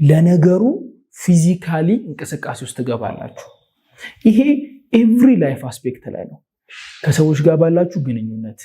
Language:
Amharic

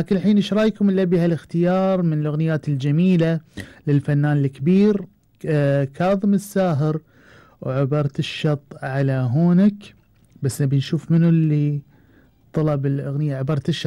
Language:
Arabic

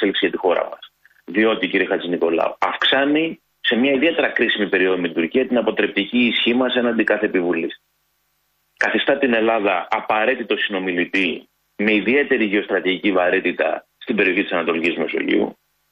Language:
Greek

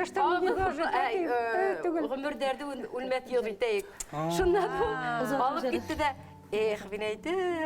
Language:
Bashkir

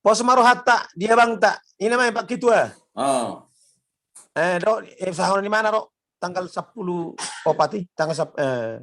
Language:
Batak Toba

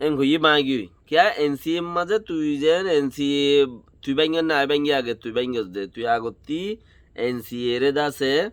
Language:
Rohingya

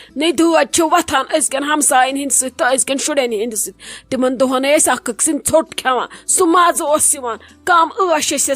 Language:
Kashmiri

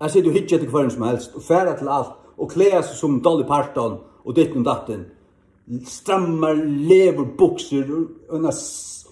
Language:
Faroese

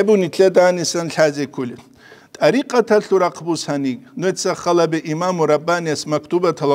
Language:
Avaric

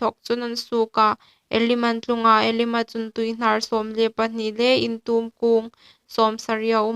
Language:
Hmar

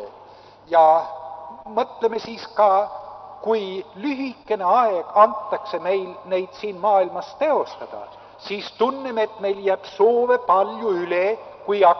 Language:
Estonian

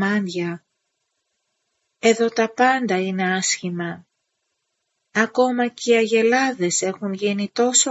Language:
Greek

